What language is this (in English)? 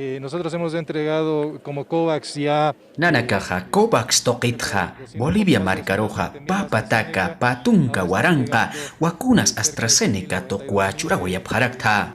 Aymara